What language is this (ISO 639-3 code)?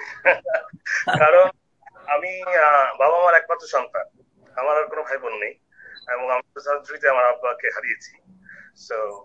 ben